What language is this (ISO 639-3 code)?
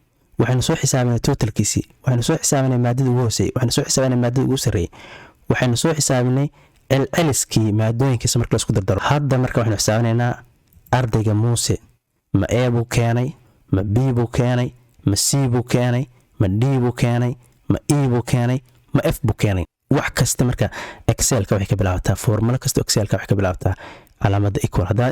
som